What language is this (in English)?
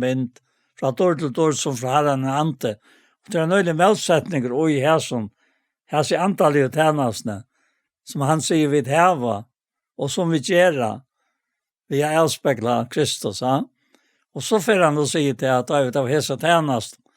Faroese